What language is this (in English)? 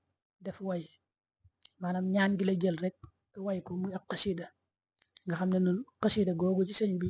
Wolof